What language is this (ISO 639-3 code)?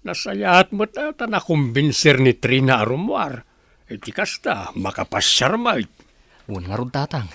ilo